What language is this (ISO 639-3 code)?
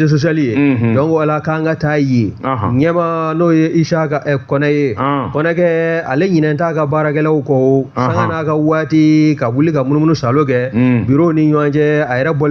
bam